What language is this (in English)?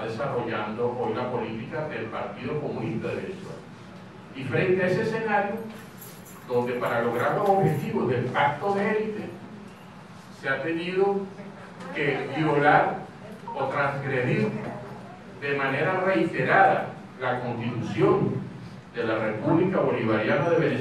Spanish